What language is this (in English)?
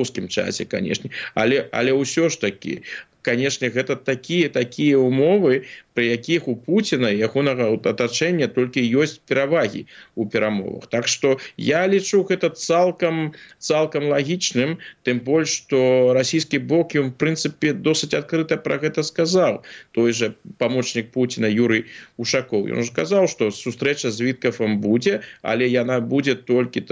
Belarusian